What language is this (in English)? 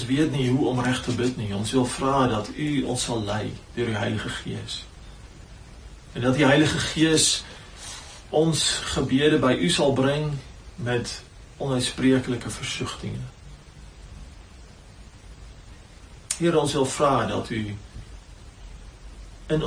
Afrikaans